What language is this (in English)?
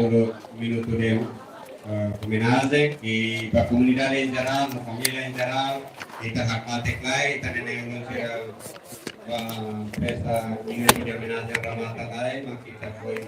Tetum